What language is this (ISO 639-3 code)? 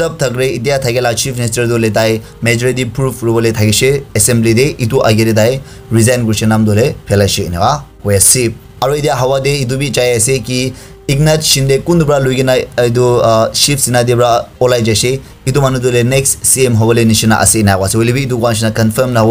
nag